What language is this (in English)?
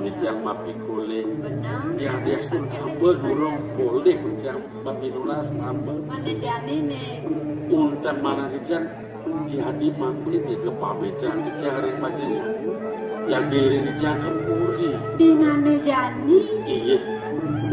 Balinese